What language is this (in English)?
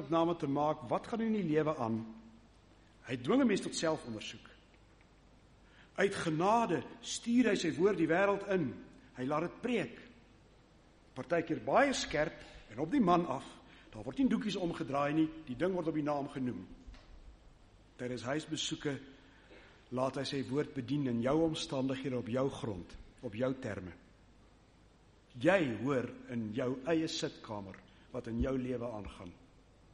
Afrikaans